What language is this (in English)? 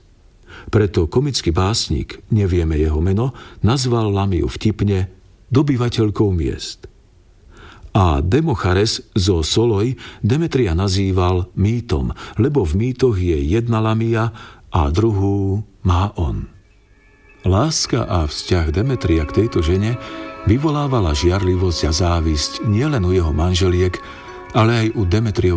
Slovak